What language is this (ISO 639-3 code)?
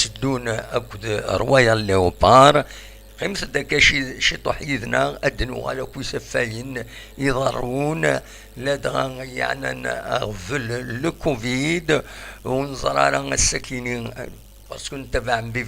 kab